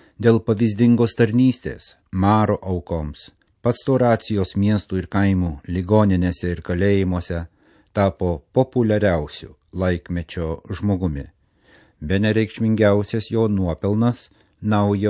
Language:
Lithuanian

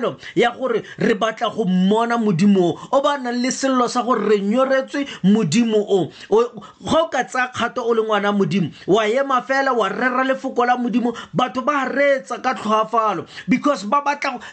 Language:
Tswana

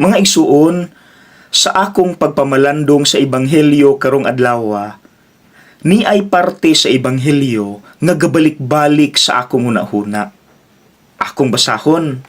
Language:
Cebuano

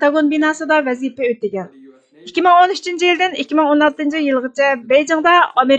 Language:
Uyghur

